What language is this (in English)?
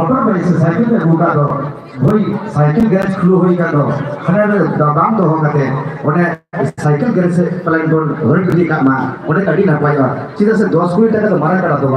Santali